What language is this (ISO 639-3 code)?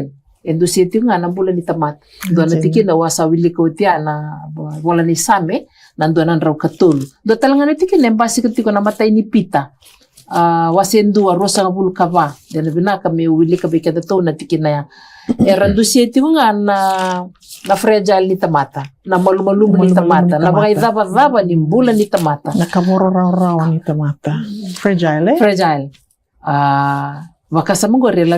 fij